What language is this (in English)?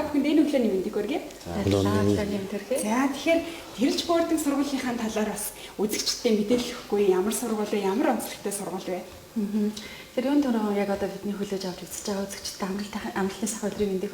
Mongolian